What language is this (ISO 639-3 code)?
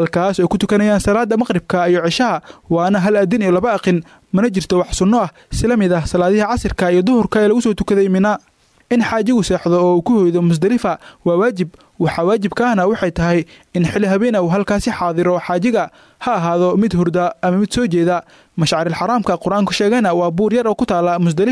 som